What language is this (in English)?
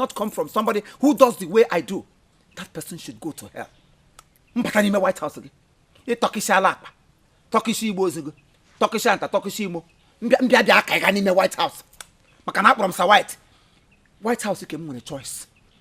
Igbo